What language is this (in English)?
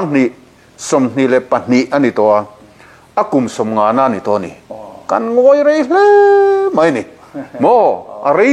Mizo